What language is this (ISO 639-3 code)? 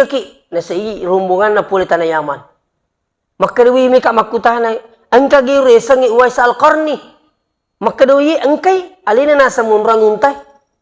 bug